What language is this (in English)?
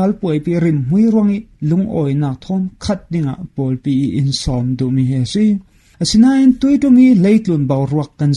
Falam Chin